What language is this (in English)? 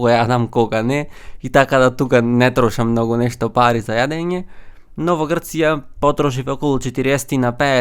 Macedonian